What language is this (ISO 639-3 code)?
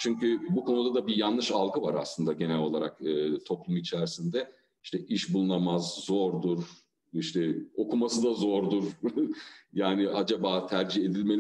tur